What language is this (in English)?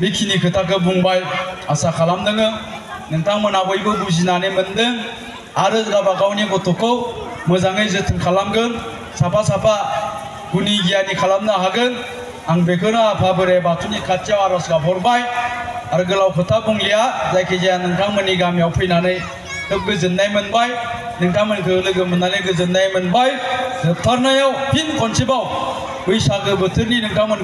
Bodo